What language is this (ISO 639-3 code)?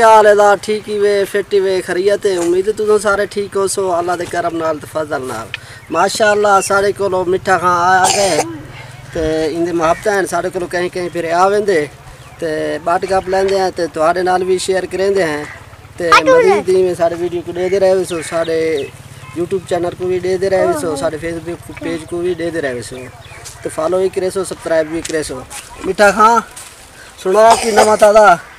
skr